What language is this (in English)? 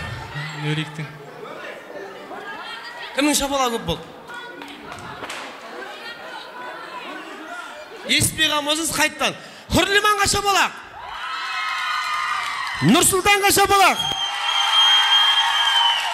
Kara-Kalpak